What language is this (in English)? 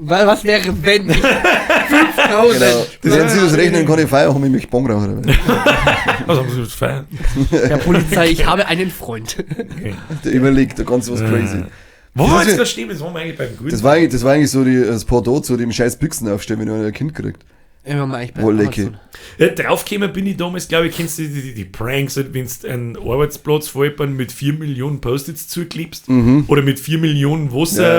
Bavarian